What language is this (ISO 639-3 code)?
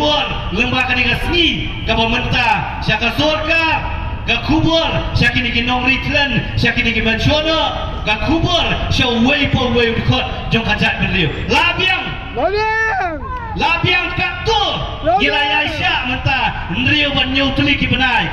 kha